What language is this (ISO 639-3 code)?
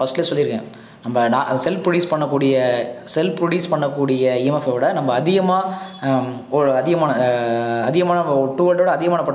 tam